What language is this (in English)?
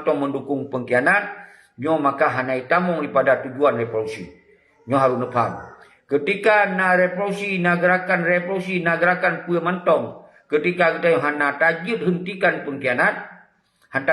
Achinese